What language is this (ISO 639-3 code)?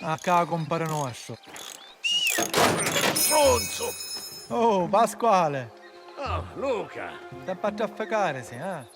scn